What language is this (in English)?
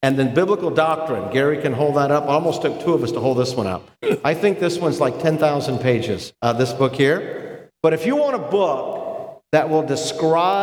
English